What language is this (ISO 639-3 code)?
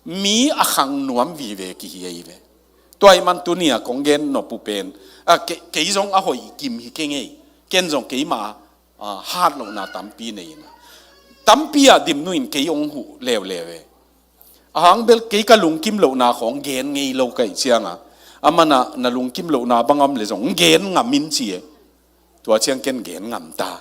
ctd